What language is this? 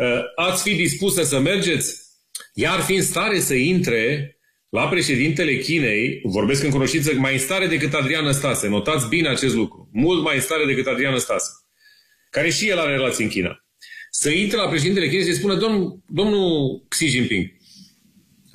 Romanian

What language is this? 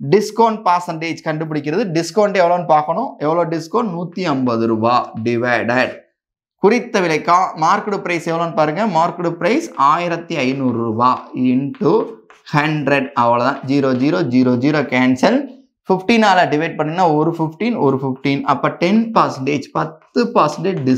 Tamil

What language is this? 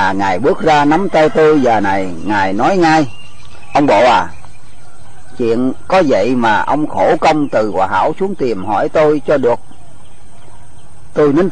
Vietnamese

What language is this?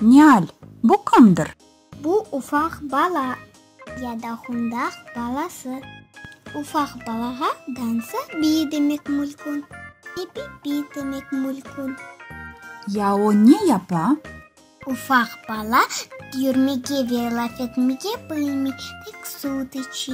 Crimean Tatar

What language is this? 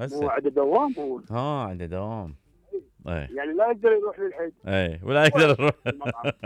Mesopotamian Arabic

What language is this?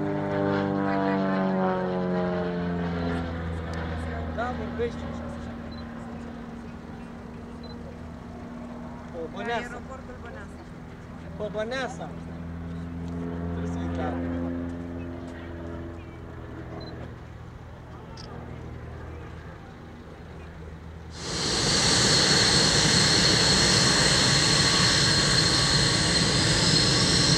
Romanian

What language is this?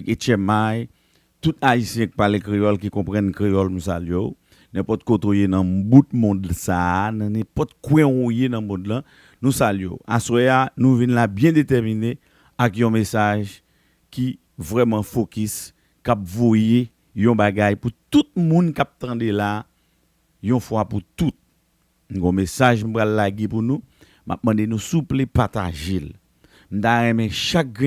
Haitian Creole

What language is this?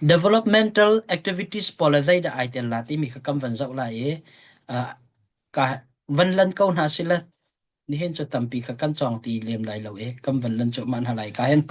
Hakha Chin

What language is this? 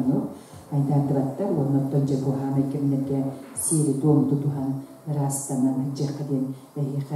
Yakut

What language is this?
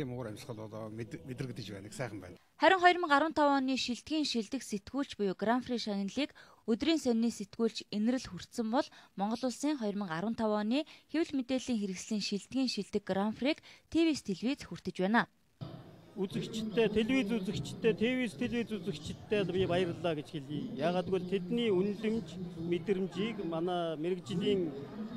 Mongolian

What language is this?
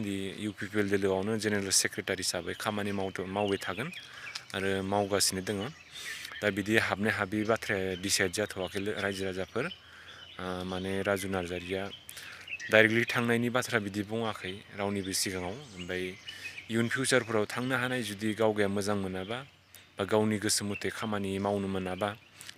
Bodo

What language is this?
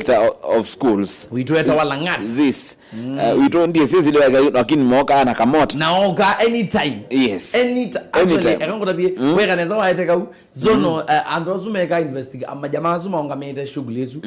Kamba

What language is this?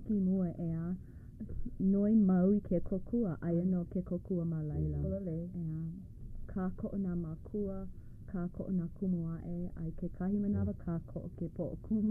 Hawaiian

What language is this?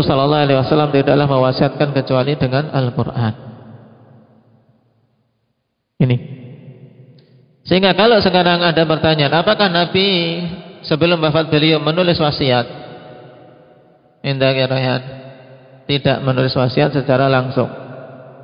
Indonesian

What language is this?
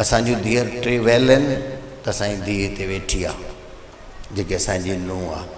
Sindhi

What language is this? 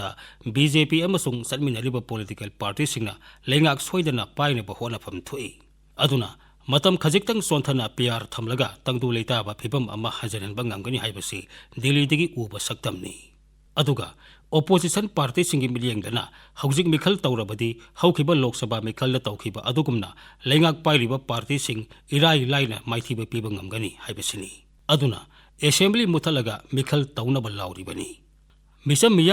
Manipuri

